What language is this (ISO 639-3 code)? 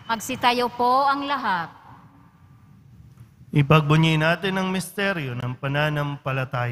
fil